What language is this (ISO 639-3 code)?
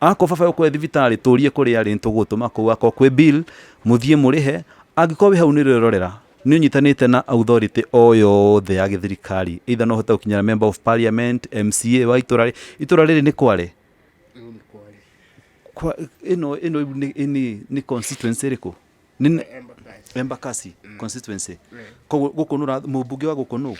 kik